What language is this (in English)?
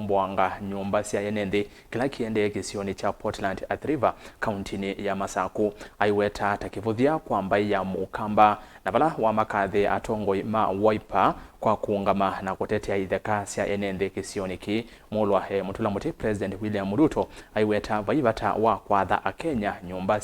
Kamba